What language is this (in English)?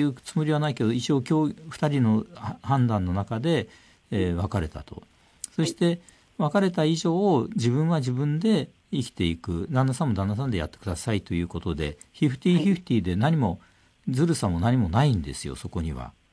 Japanese